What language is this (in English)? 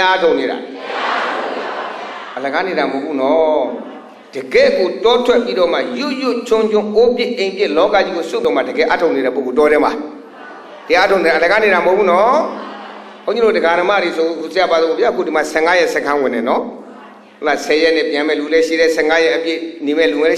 Burmese